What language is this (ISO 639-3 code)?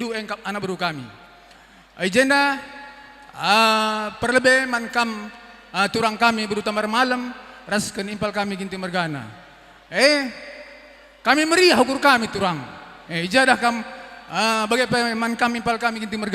btx